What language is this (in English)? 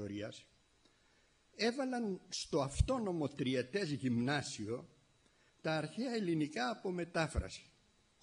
Greek